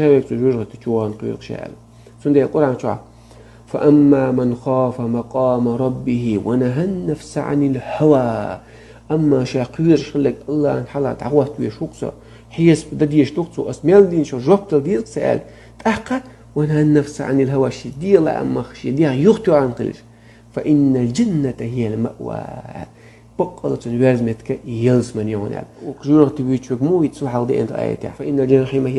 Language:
Chechen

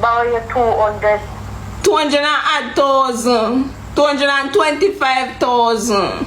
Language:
Jamaican Creole English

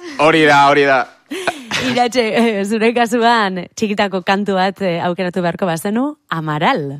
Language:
Basque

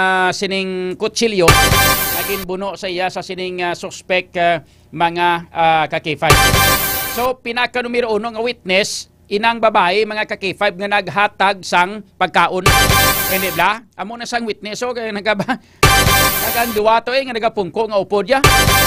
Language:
Hiligaynon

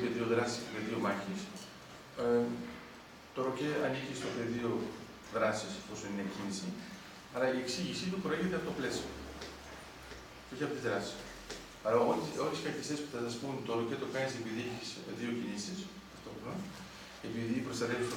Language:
Greek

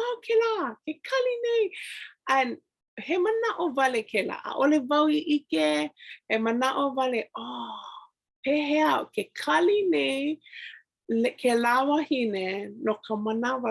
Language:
Hawaiian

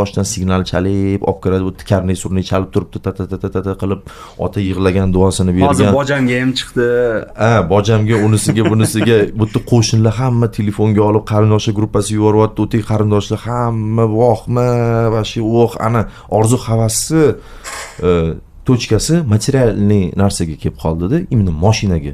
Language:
Uzbek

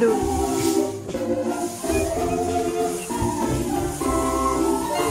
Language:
Dutch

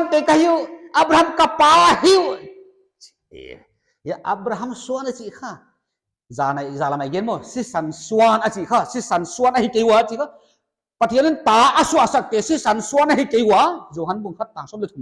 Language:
Paite Chin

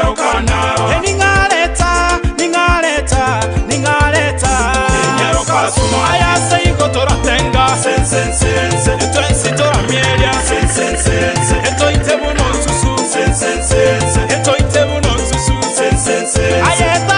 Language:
Gusii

